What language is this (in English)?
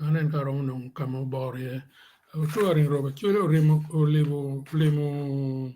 Acoli